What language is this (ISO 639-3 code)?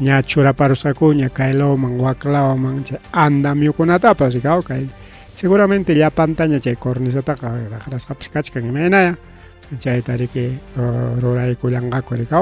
quy